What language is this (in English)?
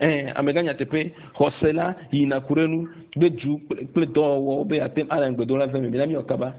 Ewe